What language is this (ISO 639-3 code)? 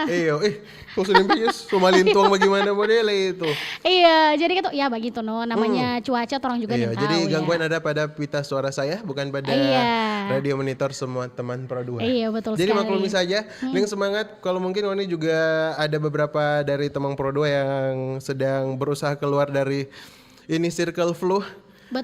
xmm